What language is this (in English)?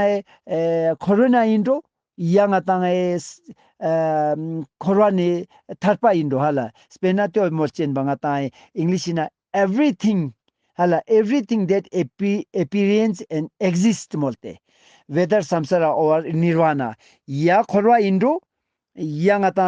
Ladakhi